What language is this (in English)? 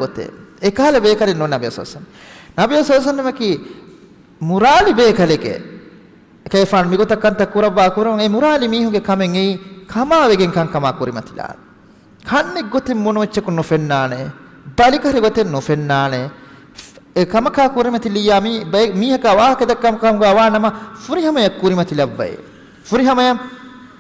Divehi